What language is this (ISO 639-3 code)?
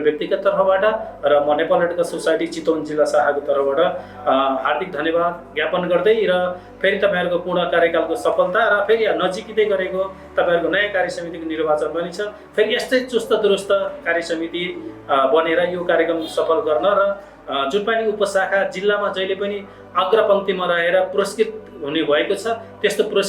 nep